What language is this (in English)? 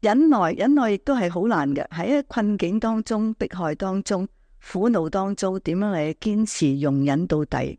Cantonese